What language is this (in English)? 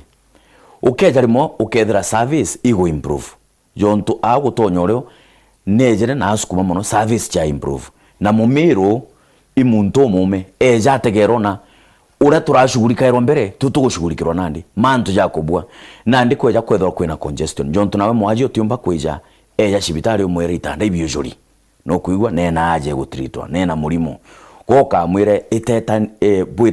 Meru